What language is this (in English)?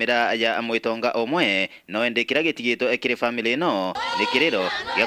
Meru